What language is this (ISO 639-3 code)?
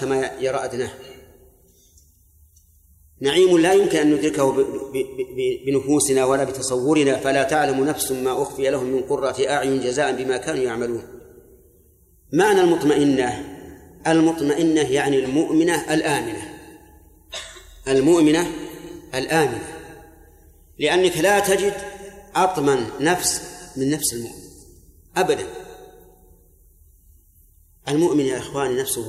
ara